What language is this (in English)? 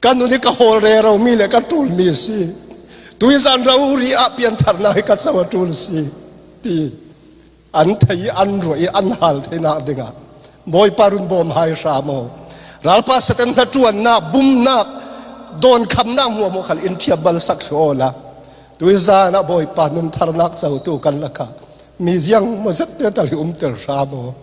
Falam Chin